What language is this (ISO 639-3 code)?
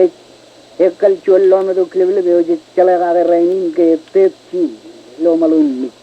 mah